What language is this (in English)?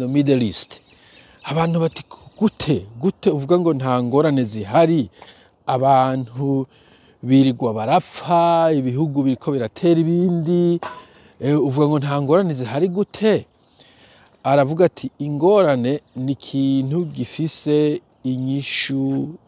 Rundi